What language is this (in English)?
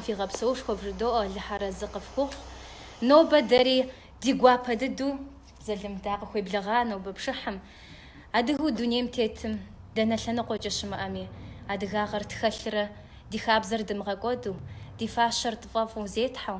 Kabardian